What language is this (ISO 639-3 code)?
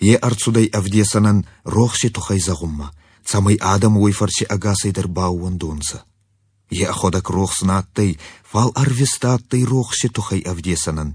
oss